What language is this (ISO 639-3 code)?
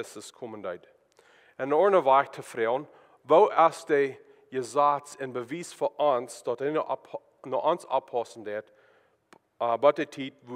pdt